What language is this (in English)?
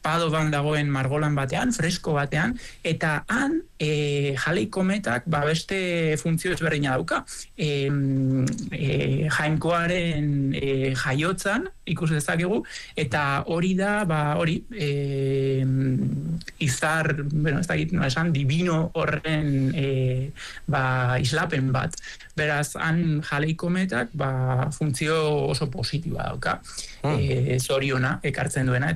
Basque